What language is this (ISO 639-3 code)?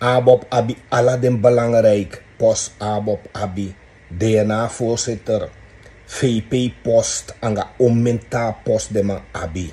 srn